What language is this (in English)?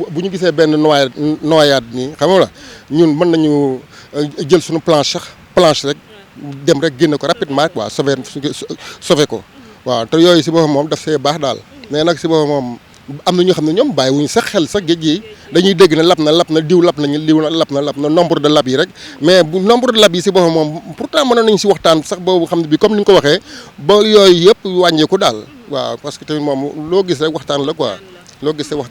Wolof